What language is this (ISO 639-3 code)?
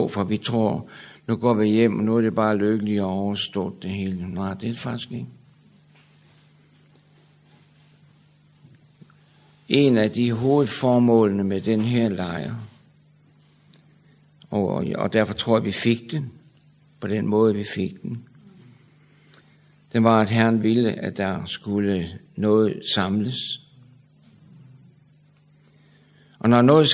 dan